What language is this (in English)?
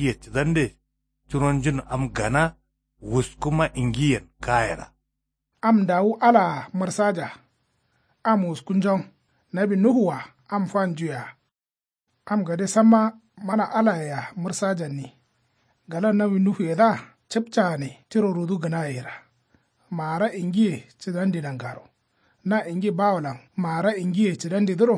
Kanuri